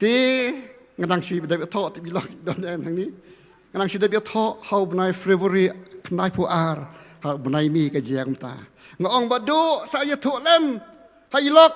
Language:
Khasi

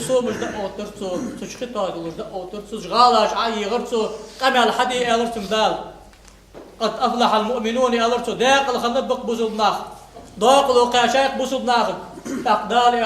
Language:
Ingush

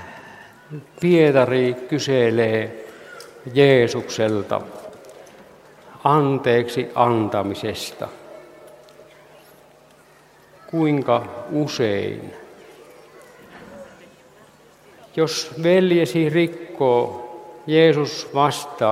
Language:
Finnish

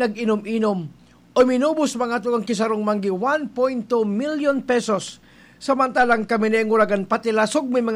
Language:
Bikol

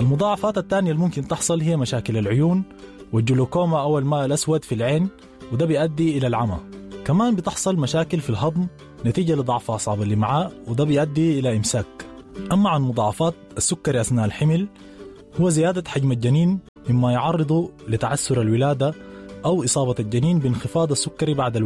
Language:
Sudanese Arabic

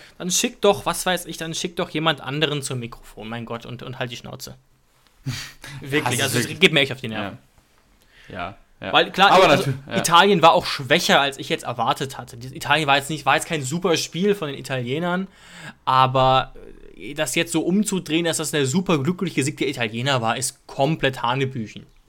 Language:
German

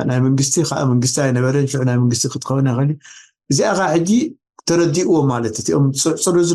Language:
Tigrinya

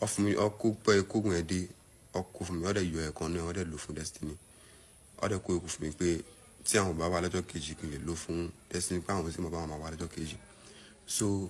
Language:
Yoruba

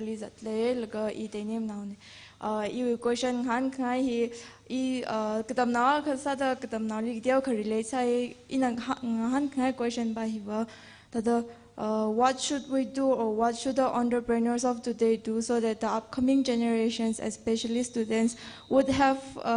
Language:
Tangkhul Naga (India)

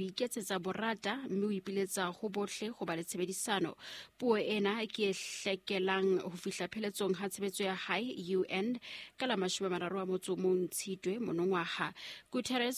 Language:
Southern Sotho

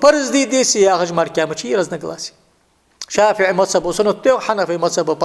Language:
Ingush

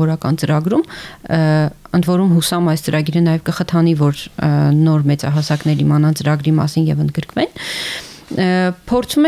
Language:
Armenian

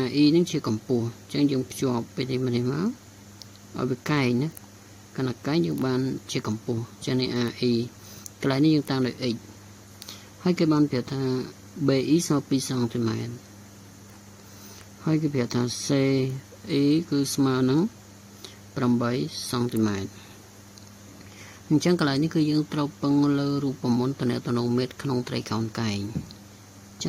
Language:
Khmer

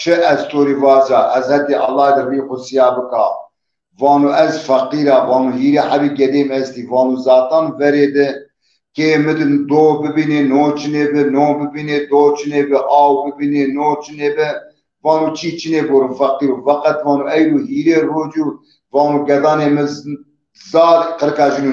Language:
Zaza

